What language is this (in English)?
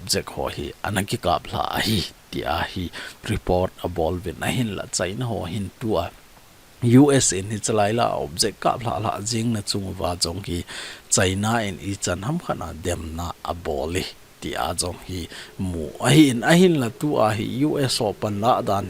Thado Chin